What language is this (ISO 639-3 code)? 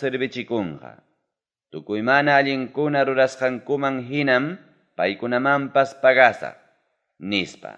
quy